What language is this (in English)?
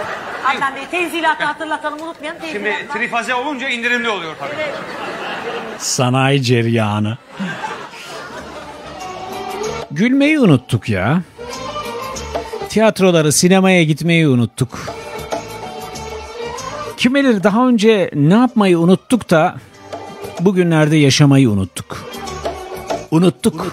Turkish